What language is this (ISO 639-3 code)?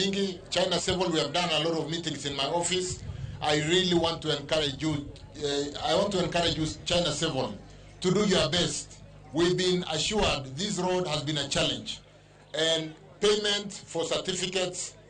luo